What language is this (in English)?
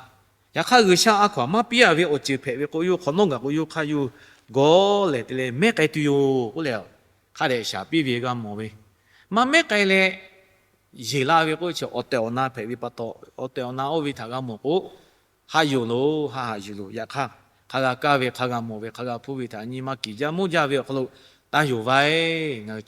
Lahu